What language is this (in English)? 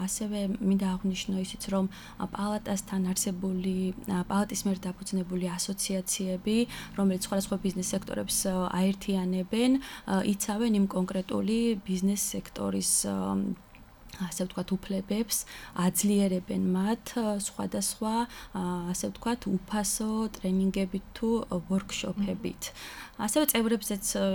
Georgian